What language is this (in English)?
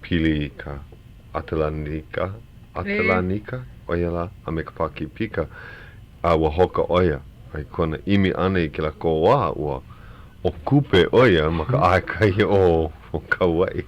Hawaiian